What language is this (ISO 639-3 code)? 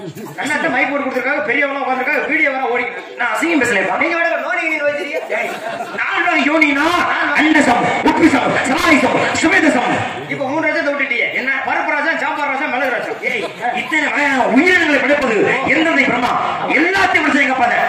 tam